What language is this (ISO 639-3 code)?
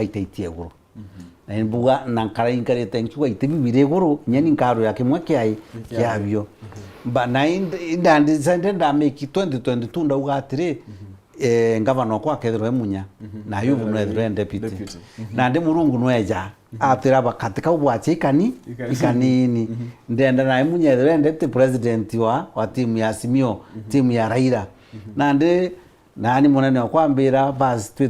mer